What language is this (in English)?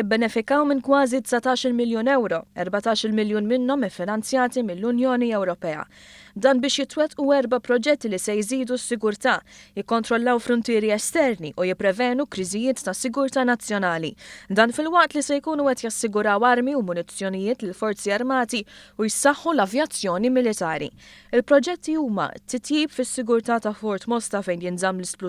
Maltese